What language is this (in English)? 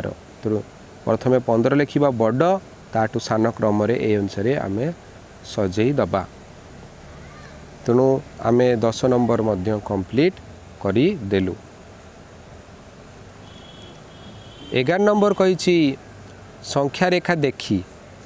Odia